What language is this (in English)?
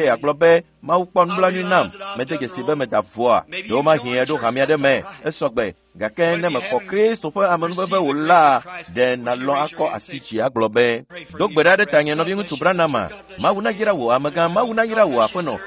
Ewe